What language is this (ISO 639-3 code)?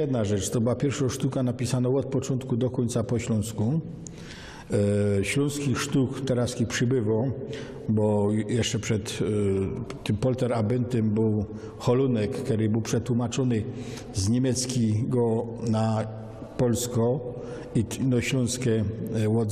szl